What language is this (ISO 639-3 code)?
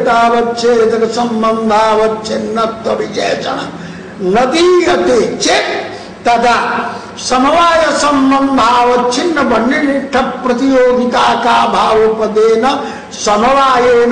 san